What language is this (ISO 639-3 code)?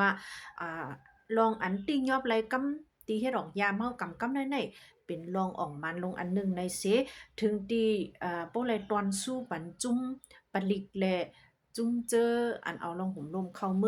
shn